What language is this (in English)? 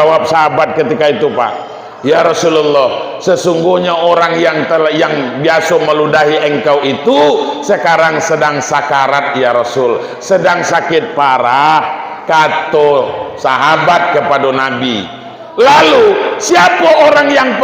Minangkabau